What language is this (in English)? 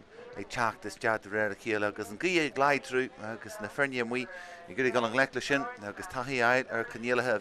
Irish